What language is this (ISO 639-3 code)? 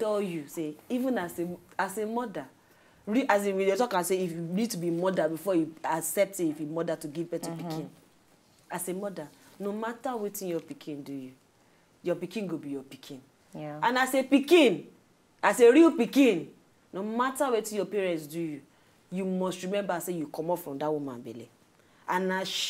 pcm